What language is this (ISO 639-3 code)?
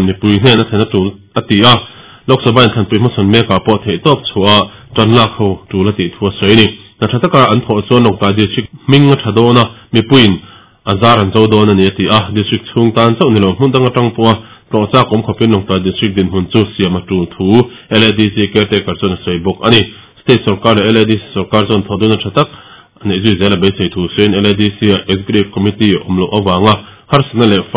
lus